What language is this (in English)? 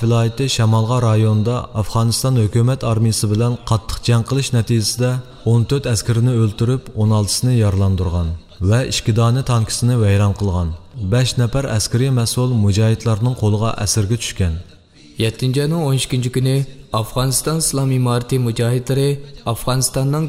Uyghur